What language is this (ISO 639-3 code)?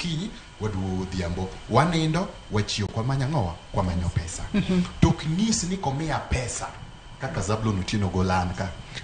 luo